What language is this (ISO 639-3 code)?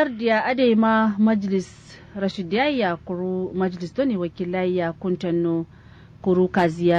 kau